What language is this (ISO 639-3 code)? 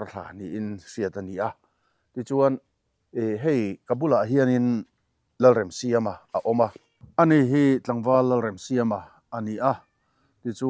lus